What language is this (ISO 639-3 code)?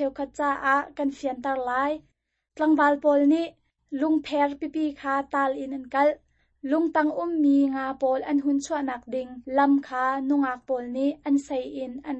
cnh